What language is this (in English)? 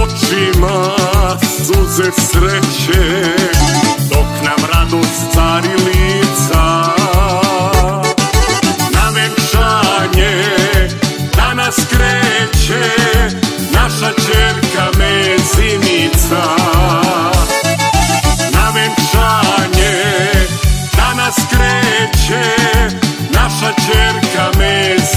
Serbian